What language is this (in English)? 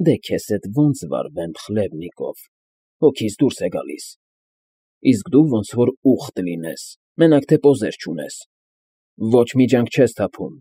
Armenian